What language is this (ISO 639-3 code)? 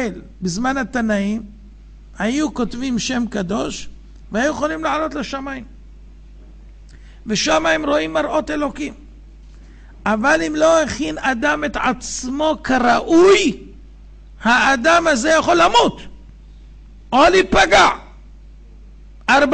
heb